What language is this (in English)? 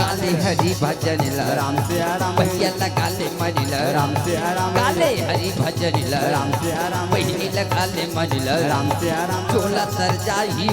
Chhattisgarhi